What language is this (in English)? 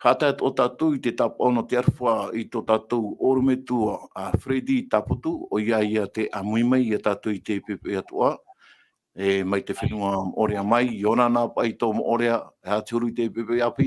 Tahitian